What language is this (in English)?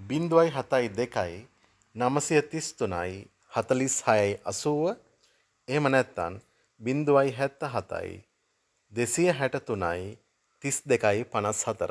Sinhala